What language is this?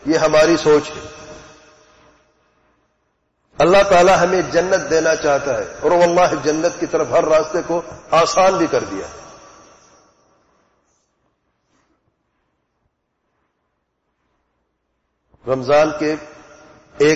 Urdu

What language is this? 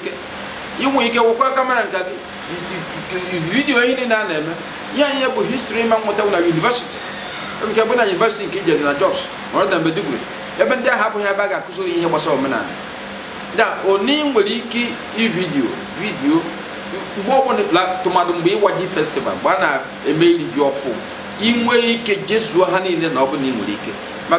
Igbo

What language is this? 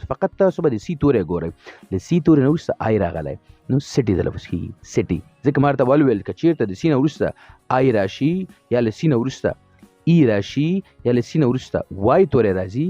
Pashto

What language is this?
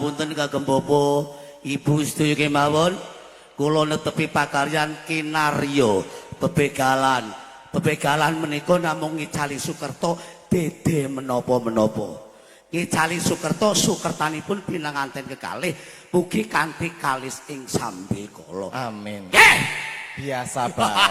Javanese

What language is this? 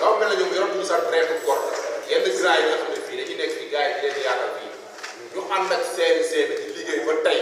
Wolof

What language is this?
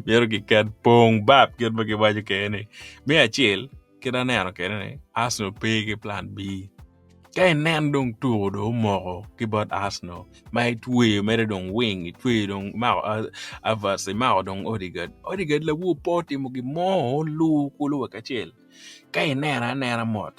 Acoli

